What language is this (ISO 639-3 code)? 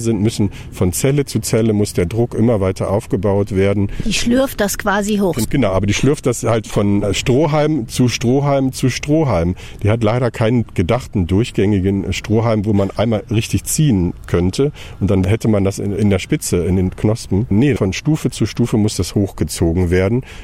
deu